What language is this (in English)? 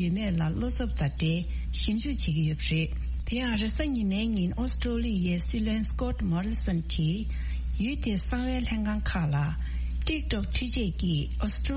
Tibetan